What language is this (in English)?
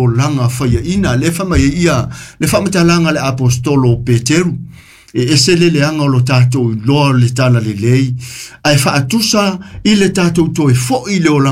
Samoan